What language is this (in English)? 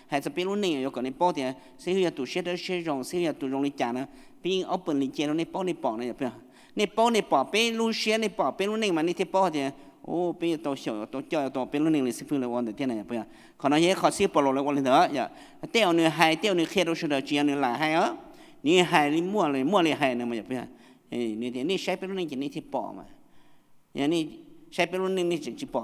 Hmong